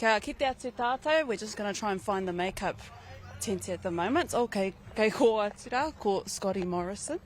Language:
Māori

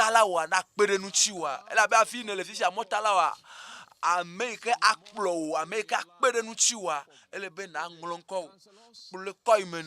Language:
Ewe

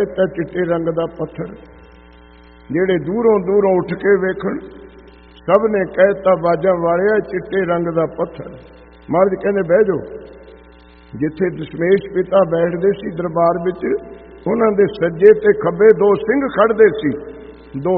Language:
Punjabi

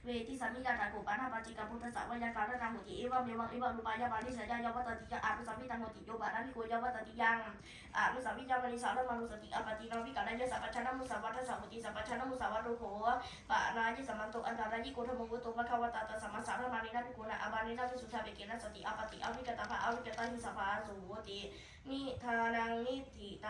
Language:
Pali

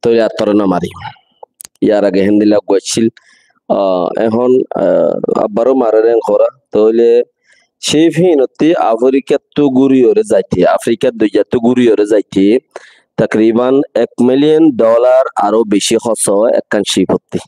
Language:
Rohingya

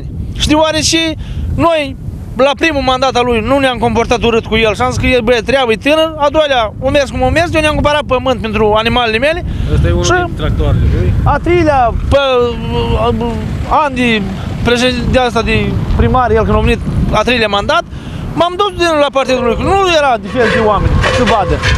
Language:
Romanian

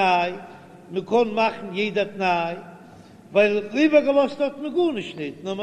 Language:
Yiddish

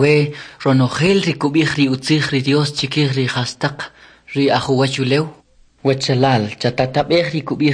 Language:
Kʼicheʼ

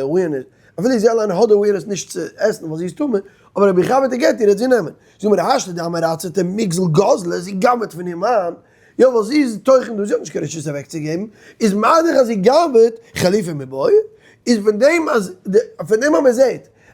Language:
Yiddish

